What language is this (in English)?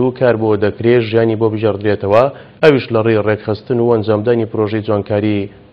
Central Kurdish